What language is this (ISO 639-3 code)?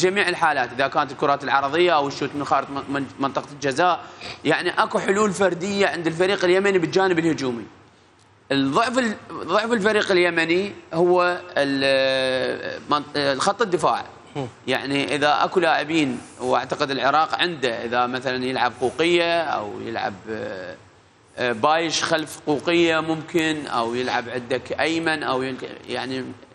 acm